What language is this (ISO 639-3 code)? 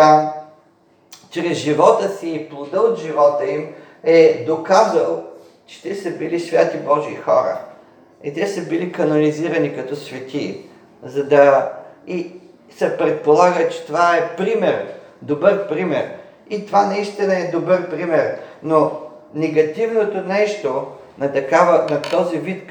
bul